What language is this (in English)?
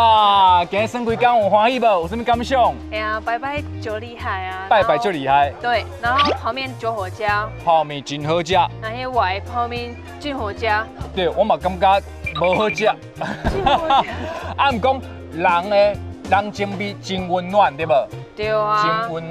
Min Nan Chinese